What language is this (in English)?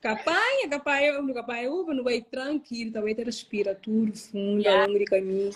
Kabuverdianu